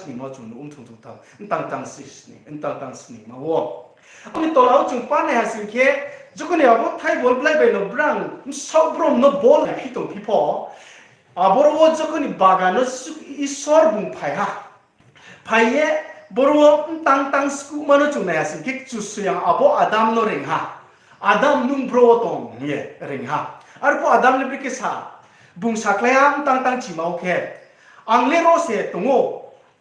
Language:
Riang (India)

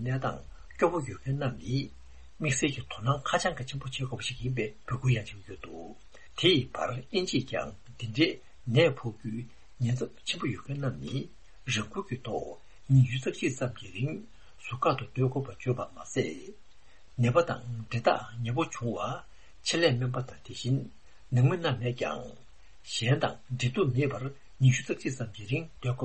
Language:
Tibetan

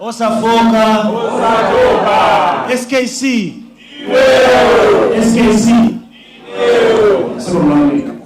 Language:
Nyanja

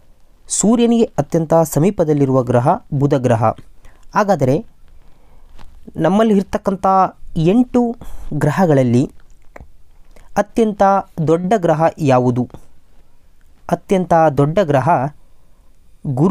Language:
Kannada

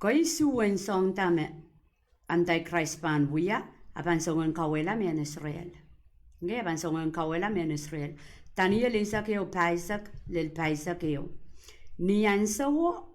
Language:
Pohnpeian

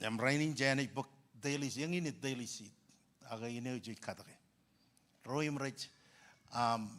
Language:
Marshallese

